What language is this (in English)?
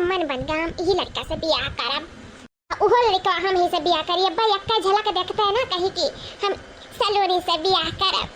Awadhi